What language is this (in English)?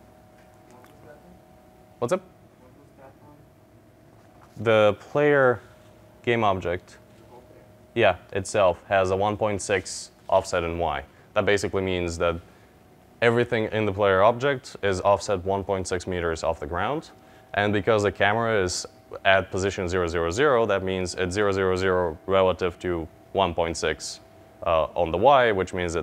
English